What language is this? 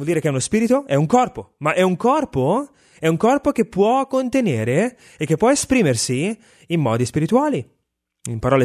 Italian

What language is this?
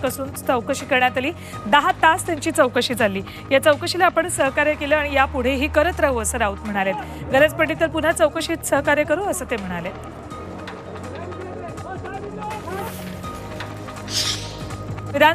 Marathi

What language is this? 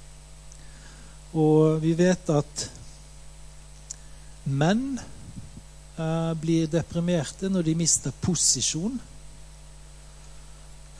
Norwegian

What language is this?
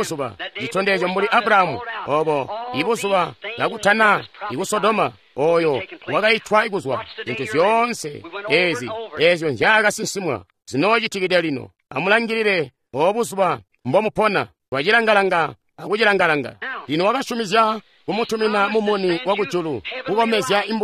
Tonga (Zambia)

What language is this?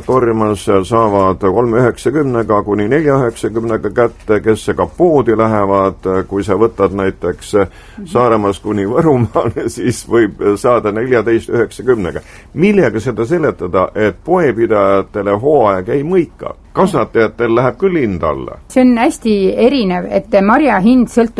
Estonian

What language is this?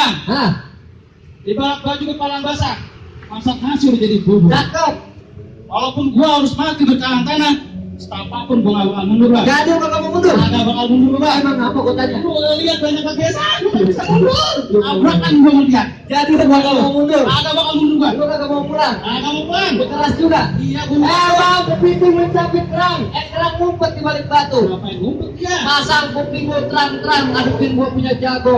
Betawi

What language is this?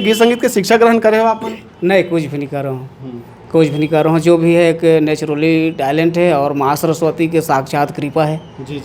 Chhattisgarhi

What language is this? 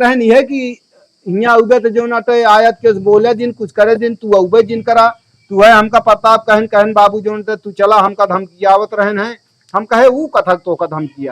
Awadhi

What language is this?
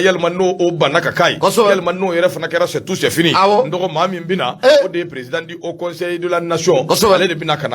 Bambara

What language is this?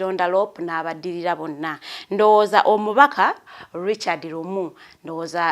Ganda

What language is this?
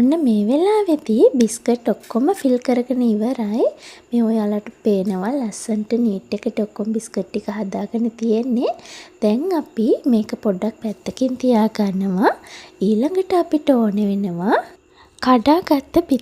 Sinhala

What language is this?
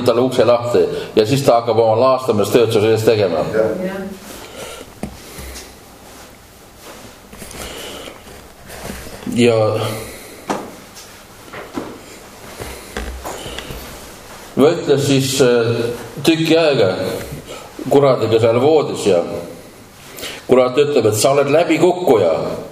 Estonian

